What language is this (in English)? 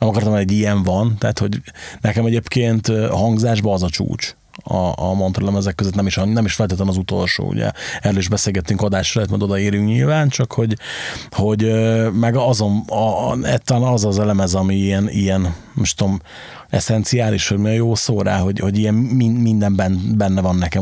Hungarian